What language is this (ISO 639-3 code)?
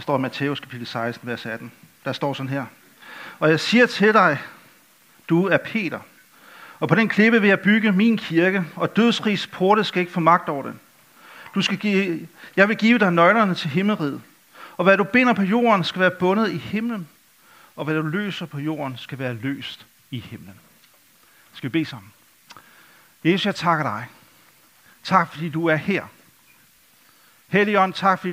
dan